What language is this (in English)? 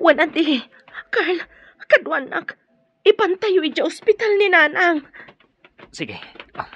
Iloko